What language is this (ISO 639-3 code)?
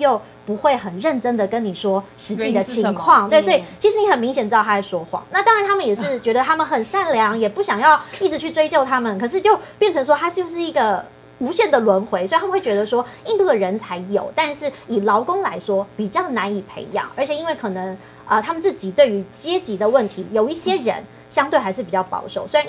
zho